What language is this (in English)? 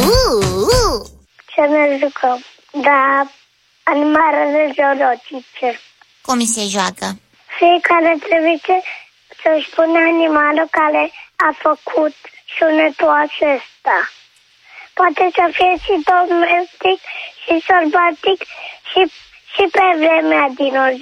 Romanian